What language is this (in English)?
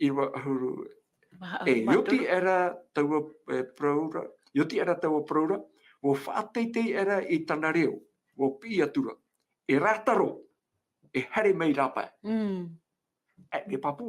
Tahitian